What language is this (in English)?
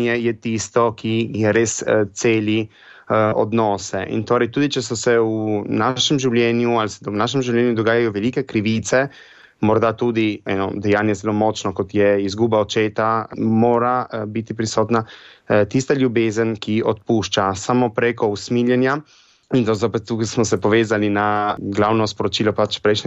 Slovenian